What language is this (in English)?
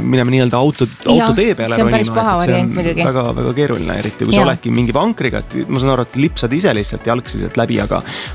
Estonian